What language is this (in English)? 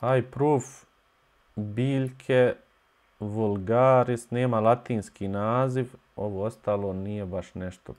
Bosnian